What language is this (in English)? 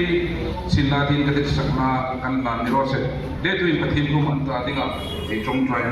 Hmar